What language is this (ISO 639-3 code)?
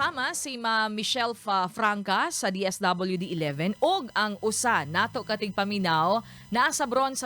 ceb